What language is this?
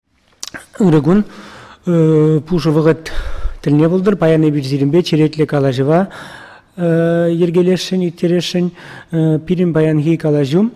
Chuvash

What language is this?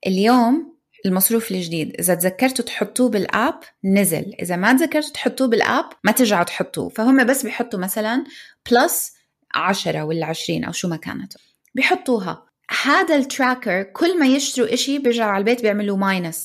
North Levantine Arabic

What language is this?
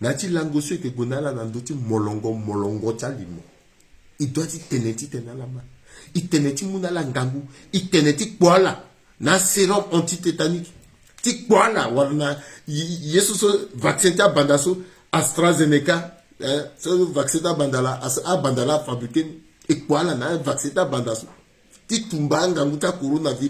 Sango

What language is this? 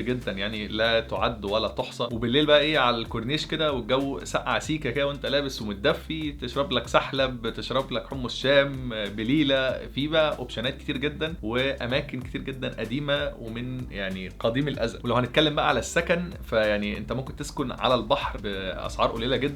Egyptian Arabic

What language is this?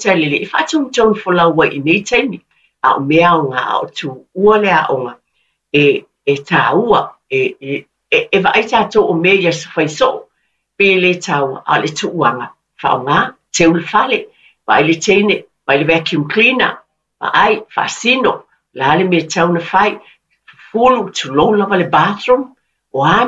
Samoan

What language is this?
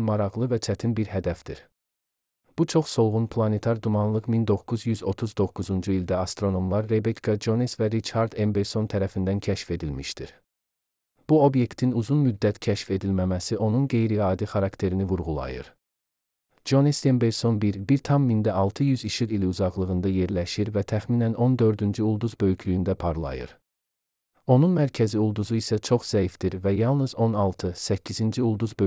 Azerbaijani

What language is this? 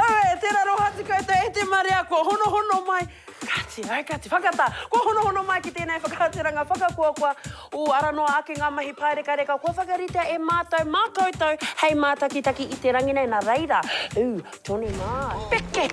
Māori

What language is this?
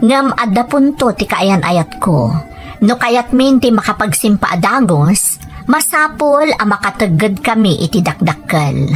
Iloko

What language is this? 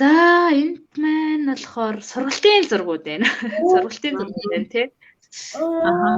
Mongolian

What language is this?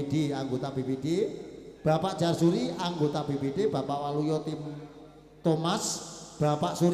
Javanese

